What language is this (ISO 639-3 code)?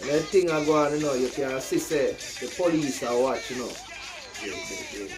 jam